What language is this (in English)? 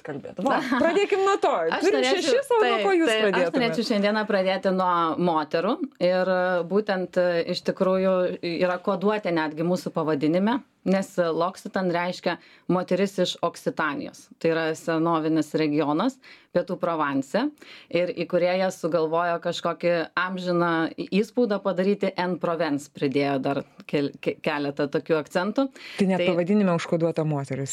Lithuanian